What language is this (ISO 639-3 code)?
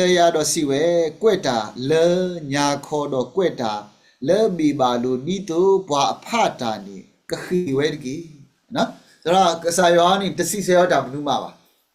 ksw